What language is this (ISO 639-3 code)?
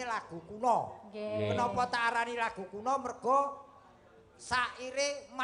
jav